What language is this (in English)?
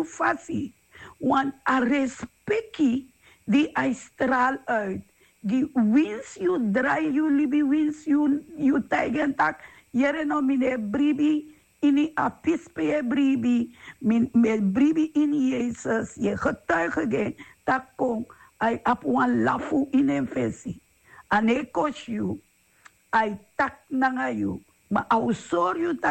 Sranan Tongo